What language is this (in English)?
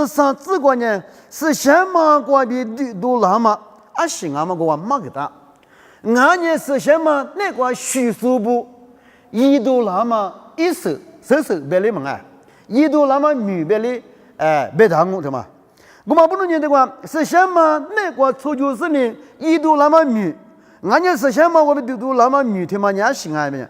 Lisu